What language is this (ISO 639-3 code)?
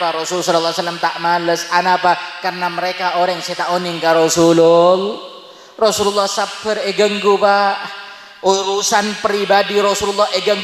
mad